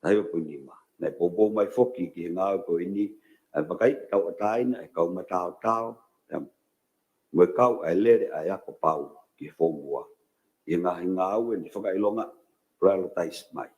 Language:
Tongan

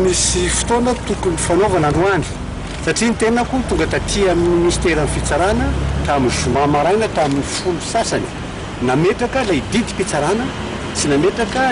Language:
Malagasy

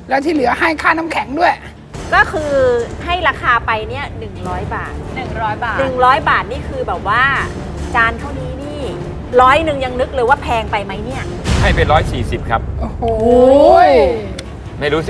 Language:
Thai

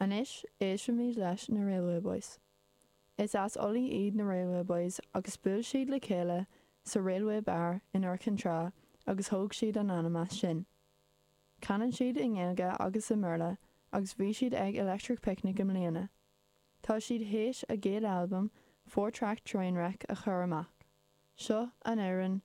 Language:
Irish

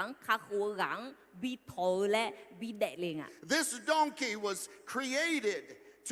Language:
Akha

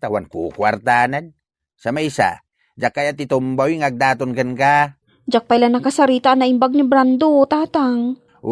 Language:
Iloko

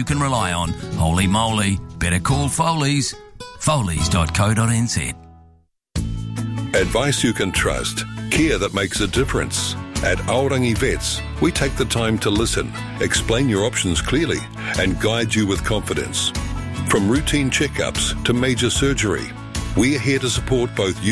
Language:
English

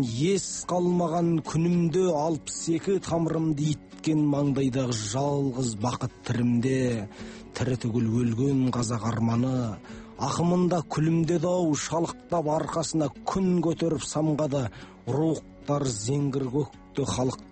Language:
Kazakh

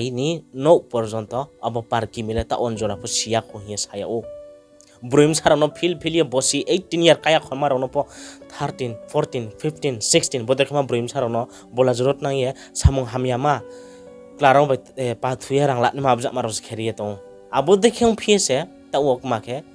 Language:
Riang (India)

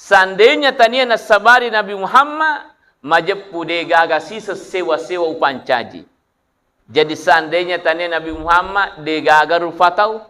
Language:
Buginese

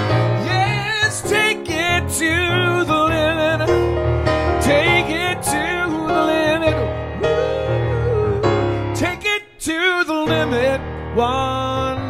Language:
English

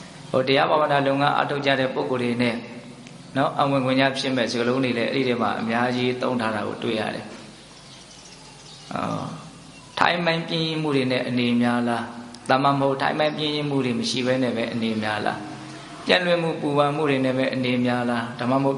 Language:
Burmese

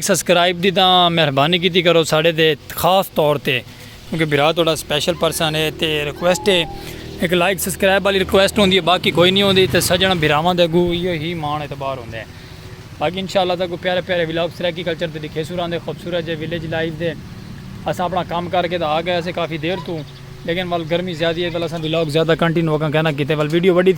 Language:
Saraiki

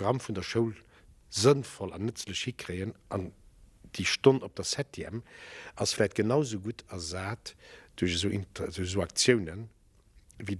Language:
Luxembourgish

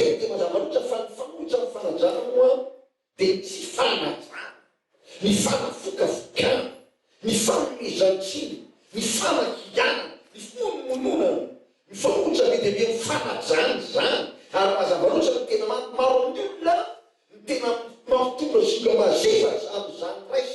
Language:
Malagasy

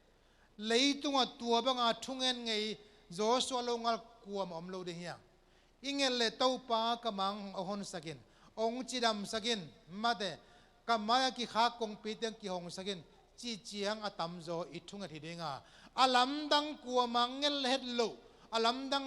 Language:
Tedim Chin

